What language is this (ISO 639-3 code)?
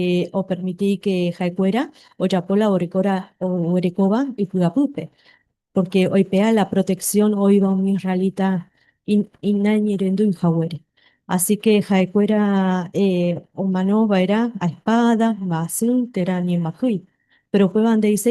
grn